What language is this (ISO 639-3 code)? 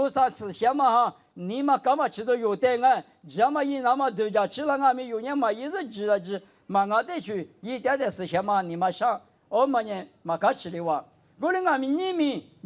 lis